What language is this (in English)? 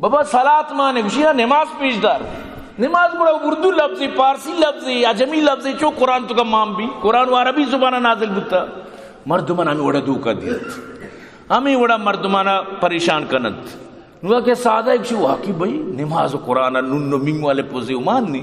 Eastern Balochi